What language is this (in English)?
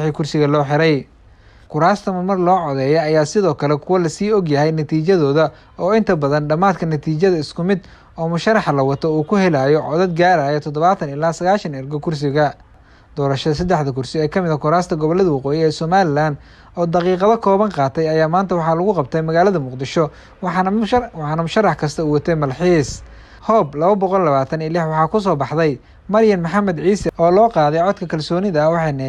Somali